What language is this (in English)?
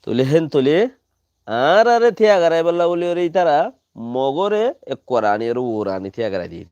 Rohingya